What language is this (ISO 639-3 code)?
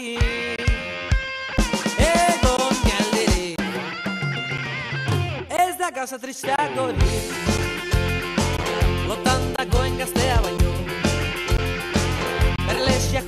eus